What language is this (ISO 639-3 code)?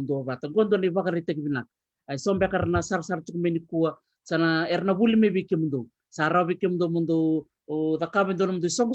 fij